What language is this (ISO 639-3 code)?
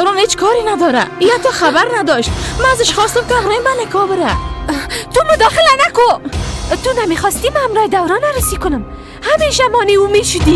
fas